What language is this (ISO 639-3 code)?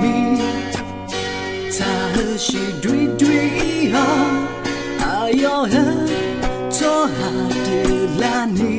ahk